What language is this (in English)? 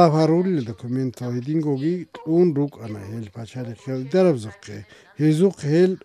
Avaric